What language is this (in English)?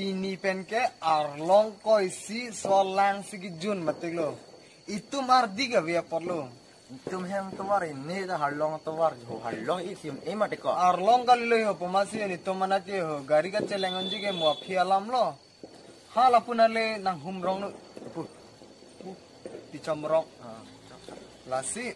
Karbi